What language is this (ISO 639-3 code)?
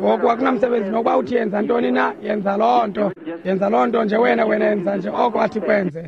xho